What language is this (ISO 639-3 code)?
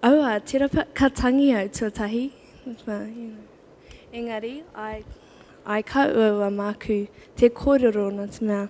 mri